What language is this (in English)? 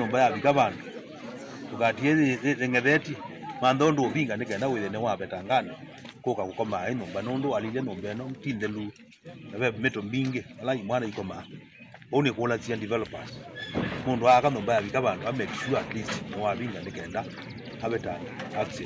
Kamba